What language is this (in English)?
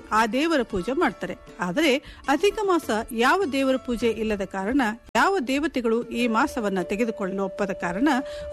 Kannada